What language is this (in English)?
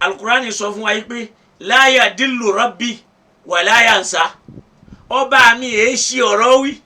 Yoruba